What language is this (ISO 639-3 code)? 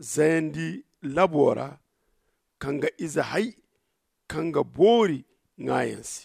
dje